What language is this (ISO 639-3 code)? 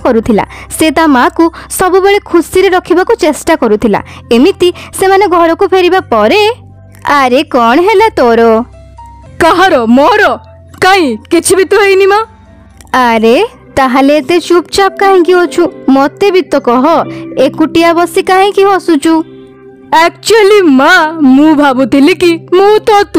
ori